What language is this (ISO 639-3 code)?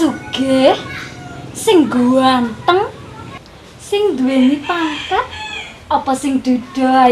jav